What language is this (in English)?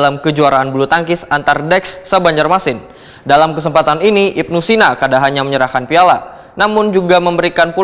Banjar